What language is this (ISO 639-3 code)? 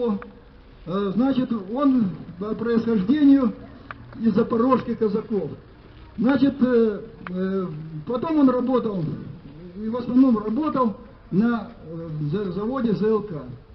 rus